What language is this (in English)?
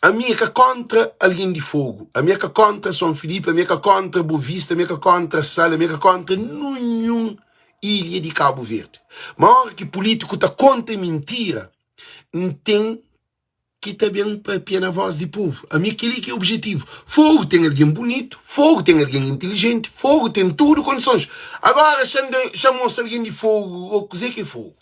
Kabuverdianu